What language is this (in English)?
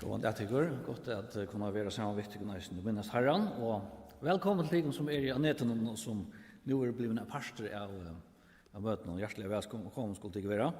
Faroese